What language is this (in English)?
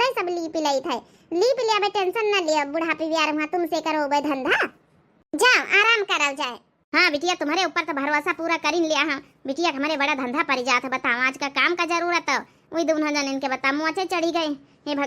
Awadhi